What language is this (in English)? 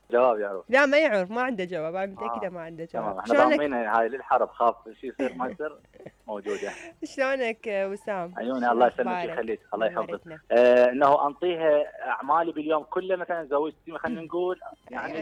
Mesopotamian Arabic